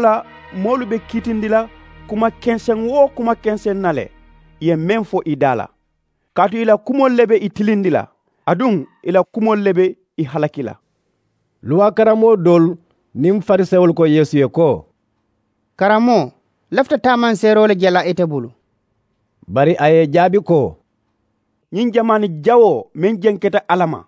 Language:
Mandingo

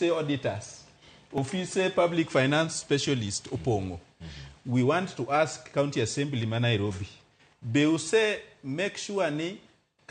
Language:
Luo (Kenya and Tanzania)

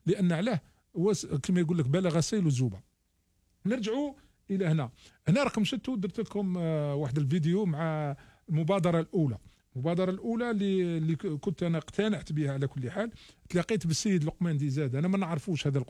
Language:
Algerian Arabic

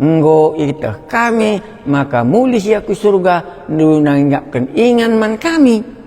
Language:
Batak Karo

